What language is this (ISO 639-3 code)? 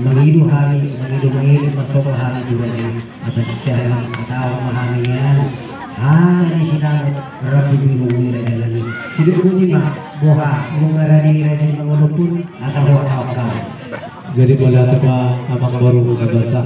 bbc